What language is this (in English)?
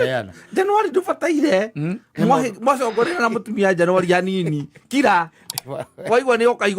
Kikuyu